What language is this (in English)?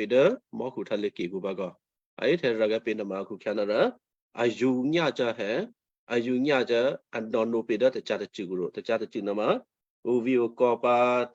Western Kayah